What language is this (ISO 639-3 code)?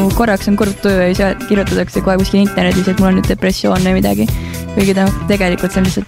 est